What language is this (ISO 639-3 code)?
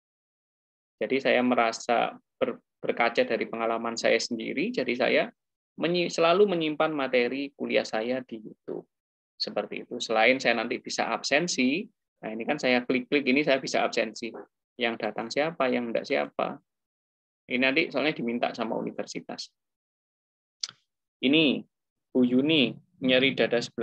ind